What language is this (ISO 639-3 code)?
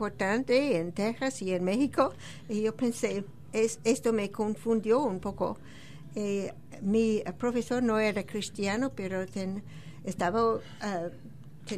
spa